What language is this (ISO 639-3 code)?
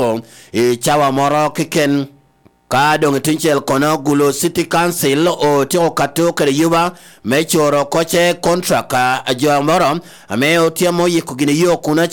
laj